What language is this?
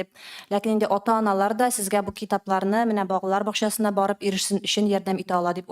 Tatar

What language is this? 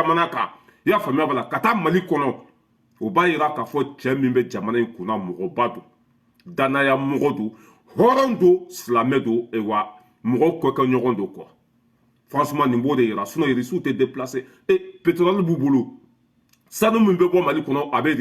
Bambara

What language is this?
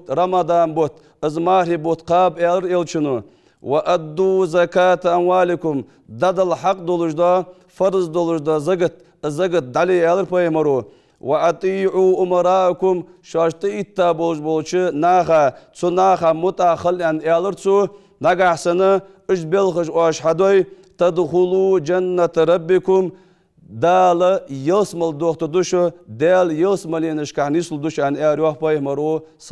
Ingush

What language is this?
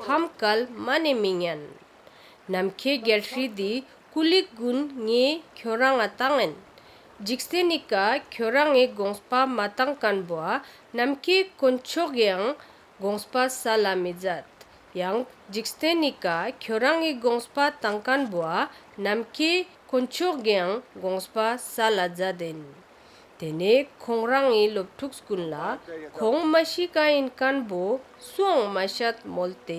Ladakhi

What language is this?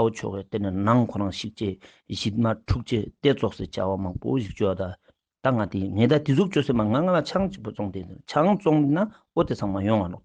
Ladakhi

